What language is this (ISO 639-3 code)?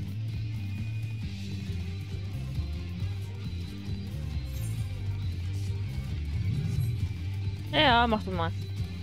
deu